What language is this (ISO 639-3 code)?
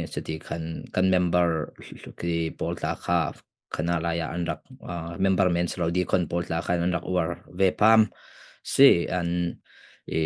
cfm